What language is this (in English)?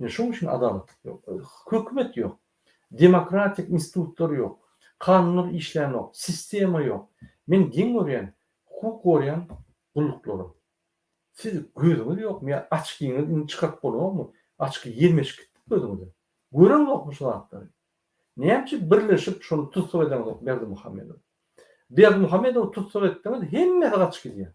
Turkmen